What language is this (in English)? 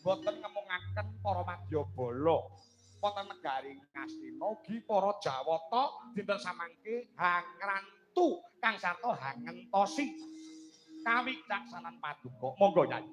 Javanese